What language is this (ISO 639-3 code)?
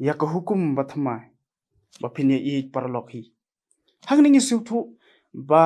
kha